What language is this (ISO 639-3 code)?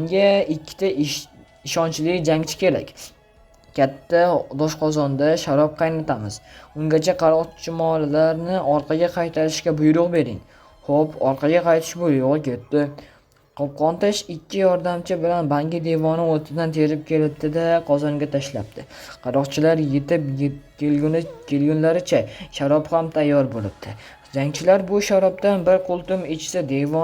uzb